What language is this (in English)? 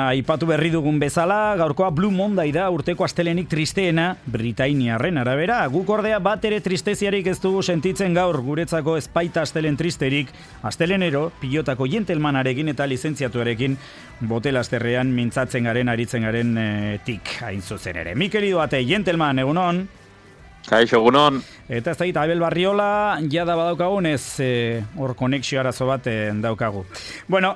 Basque